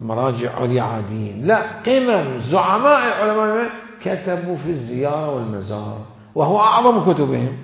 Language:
Mesopotamian Arabic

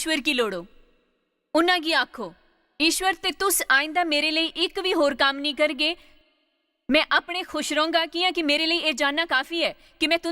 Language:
Dogri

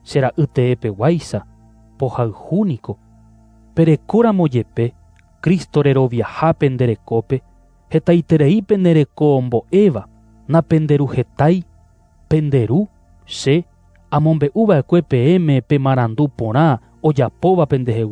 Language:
Guarani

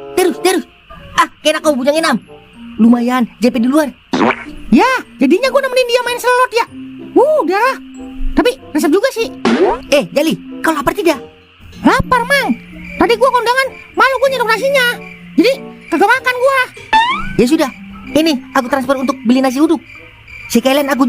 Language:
Betawi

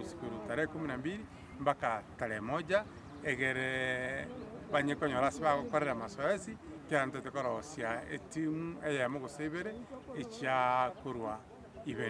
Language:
Gusii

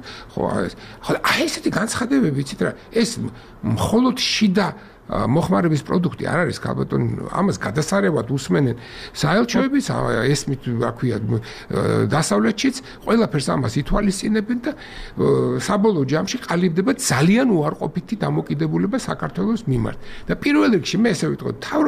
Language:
Georgian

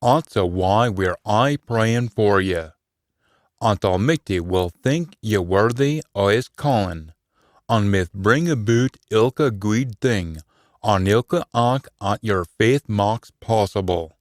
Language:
Scots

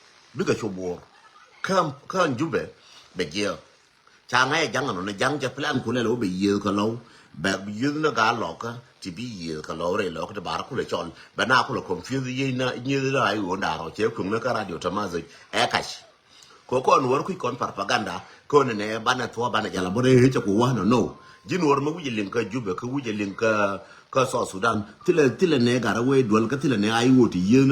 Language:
Nuer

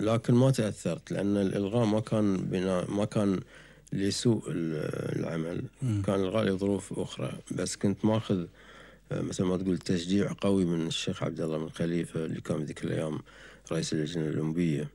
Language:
Gulf Arabic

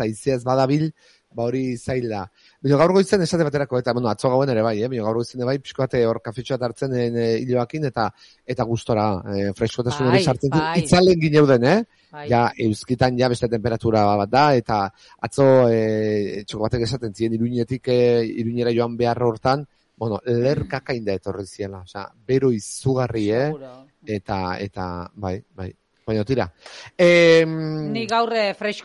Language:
Basque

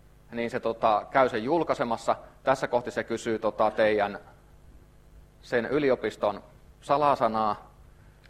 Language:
Finnish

